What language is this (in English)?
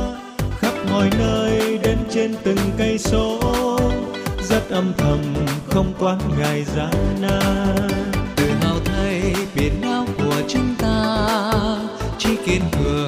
Vietnamese